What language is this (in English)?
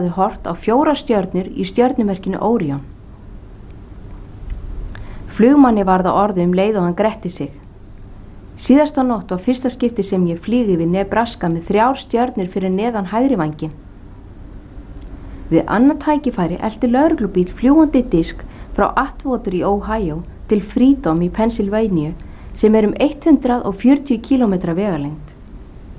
Icelandic